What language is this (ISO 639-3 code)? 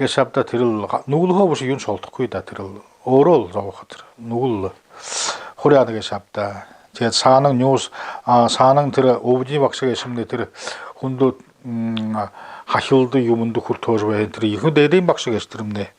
bua